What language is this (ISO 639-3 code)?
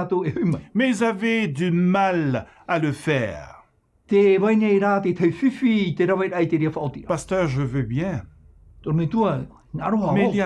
tah